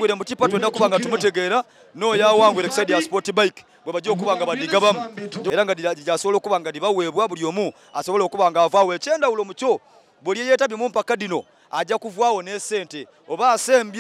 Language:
Soga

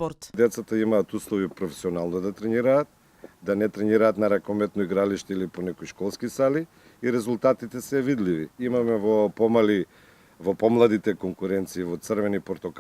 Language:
Macedonian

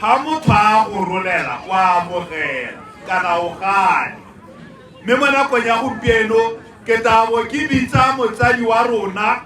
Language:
Tswana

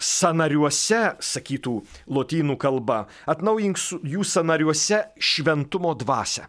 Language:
Lithuanian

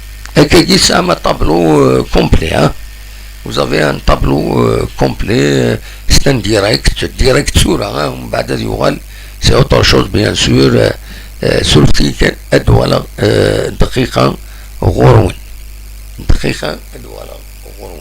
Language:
Kabyle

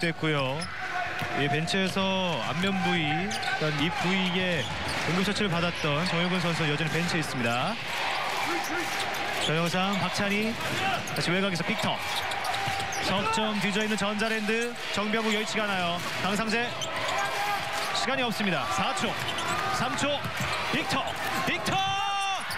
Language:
Korean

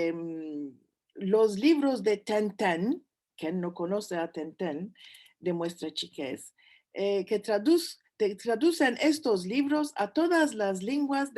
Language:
Ladino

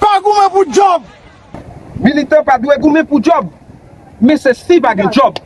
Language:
Haitian Creole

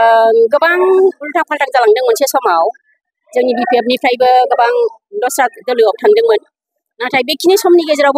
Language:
Bodo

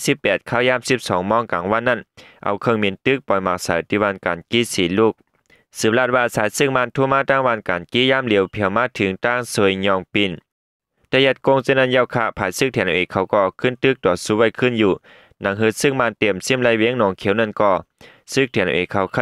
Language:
Shan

